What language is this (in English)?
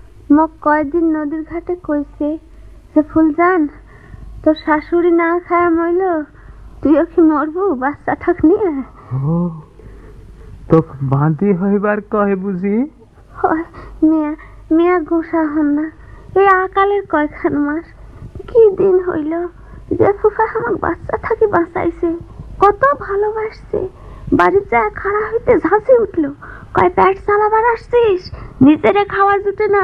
Bangla